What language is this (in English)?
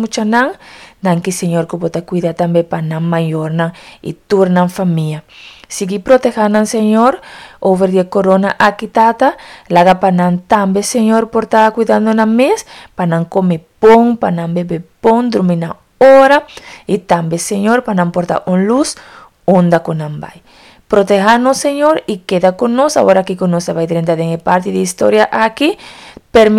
Papiamento